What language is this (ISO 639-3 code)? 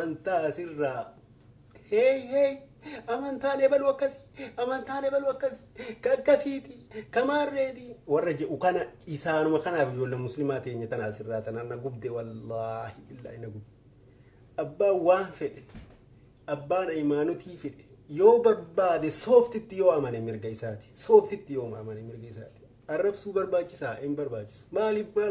orm